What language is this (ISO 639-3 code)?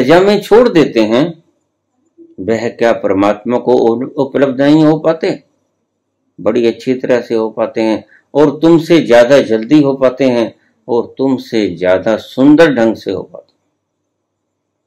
hin